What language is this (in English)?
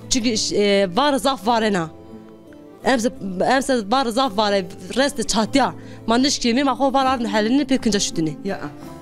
Zaza